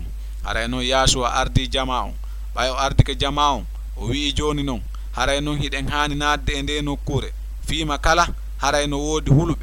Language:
Fula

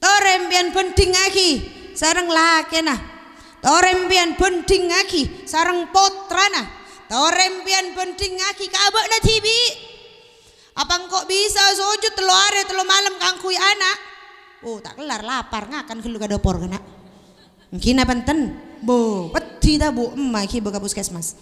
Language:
Madurese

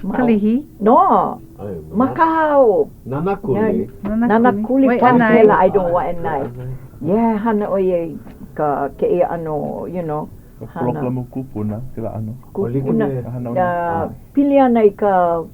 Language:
Hawaiian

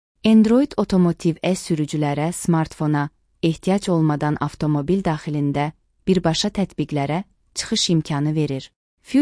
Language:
Azerbaijani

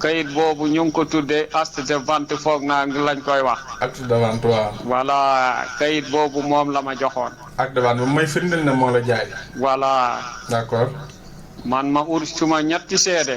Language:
Wolof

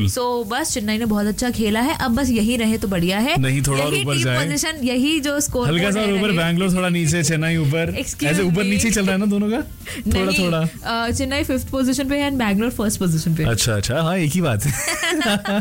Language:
Hindi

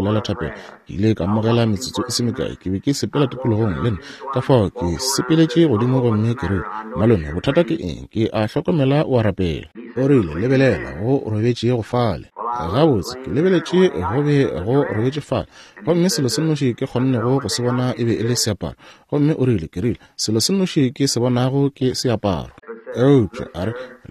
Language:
Northern Sotho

